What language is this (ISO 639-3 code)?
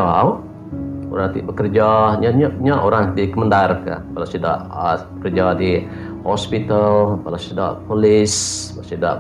iba